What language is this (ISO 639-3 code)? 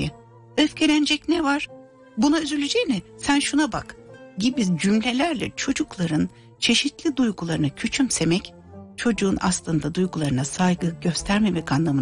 tur